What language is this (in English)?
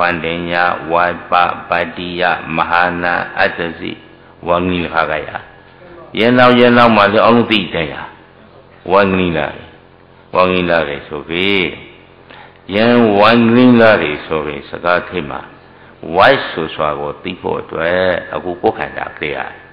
Burmese